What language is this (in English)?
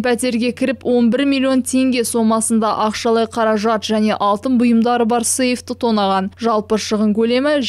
Kazakh